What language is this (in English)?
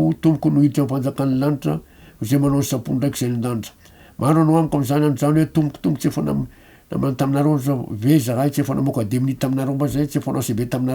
Malagasy